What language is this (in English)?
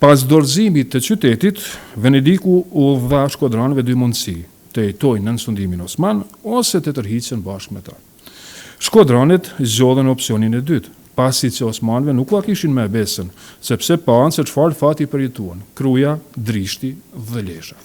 Albanian